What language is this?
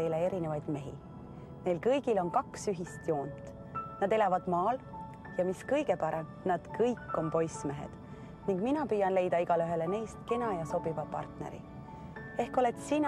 Estonian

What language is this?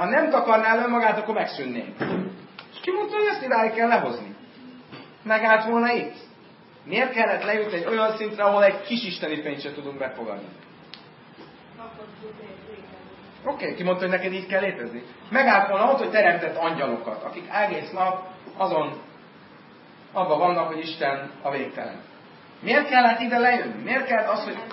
Hungarian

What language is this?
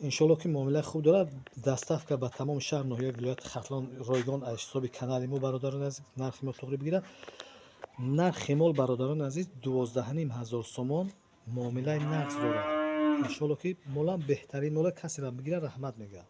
Tajik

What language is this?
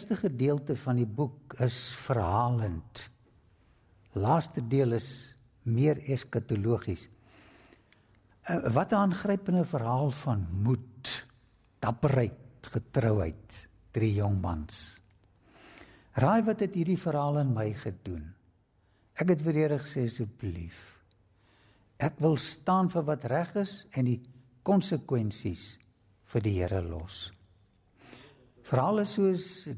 Afrikaans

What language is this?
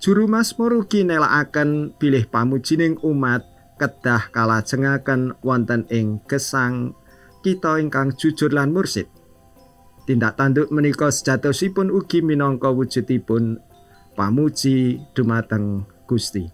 Javanese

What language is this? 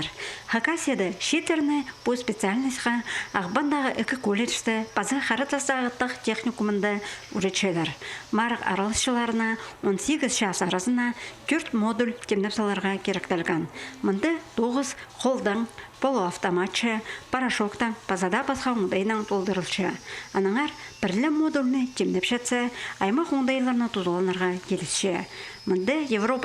Khakas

